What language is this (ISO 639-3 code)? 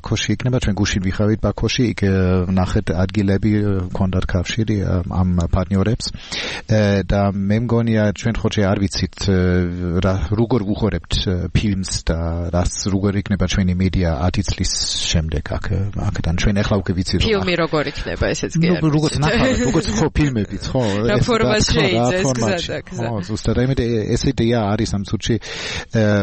kat